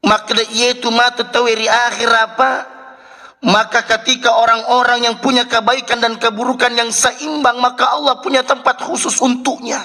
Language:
Buginese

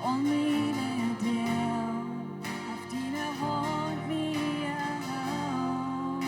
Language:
Plautdietsch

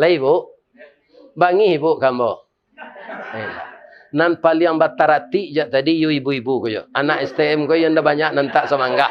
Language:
Minangkabau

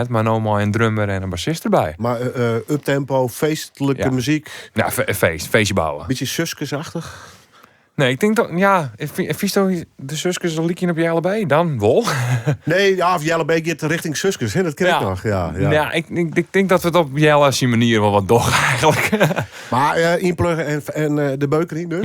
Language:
Western Frisian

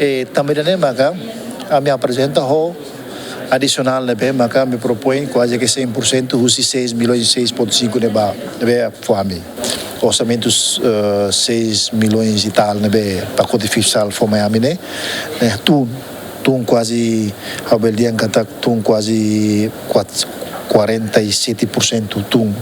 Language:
Tetum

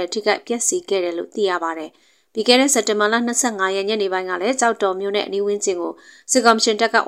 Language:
Burmese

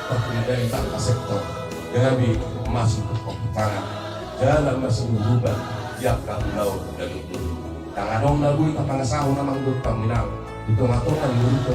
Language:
Batak Toba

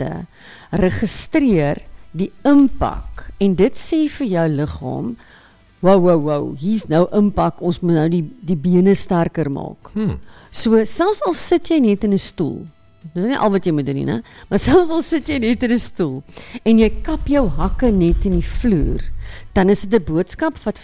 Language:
Afrikaans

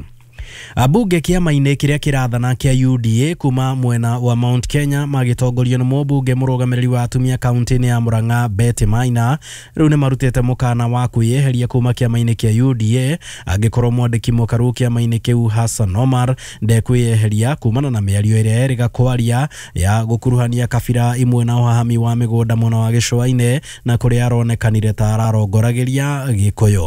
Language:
Kikuyu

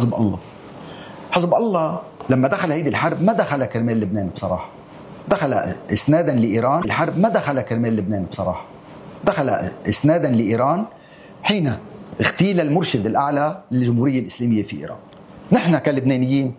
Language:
North Levantine Arabic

